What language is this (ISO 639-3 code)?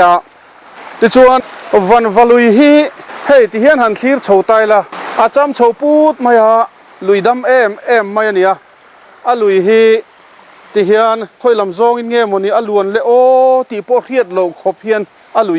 lus